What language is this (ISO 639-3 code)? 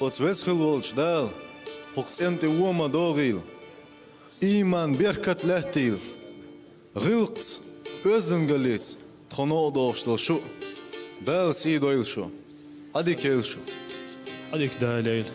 che